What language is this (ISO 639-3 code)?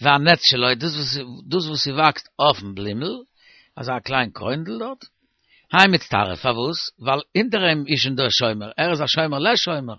yid